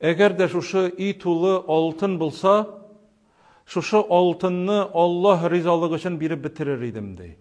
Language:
Tatar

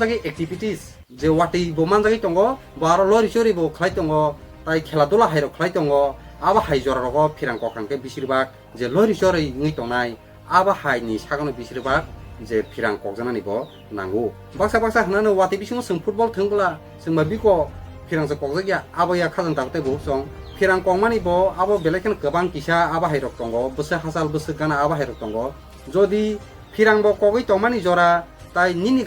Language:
Kok Borok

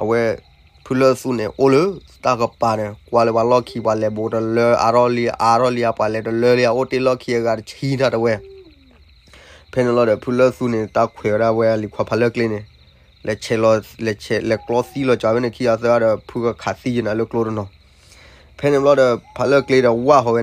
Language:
S'gaw Karen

